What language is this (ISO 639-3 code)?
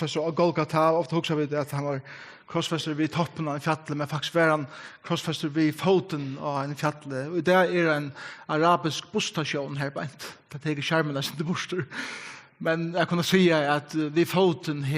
fao